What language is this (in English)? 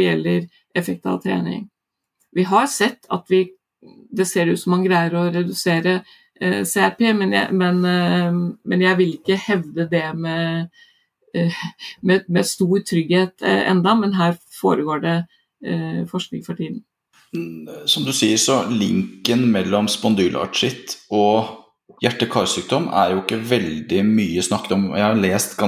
Norwegian